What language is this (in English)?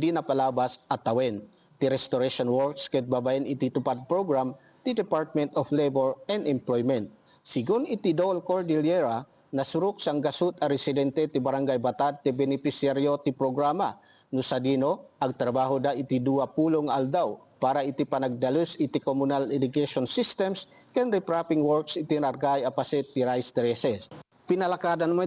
Iloko